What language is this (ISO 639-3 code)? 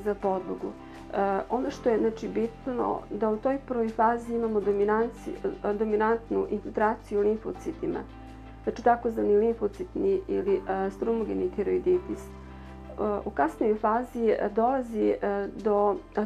srp